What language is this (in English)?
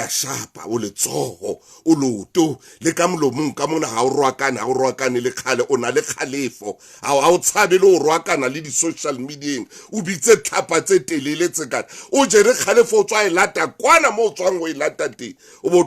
Southern Sotho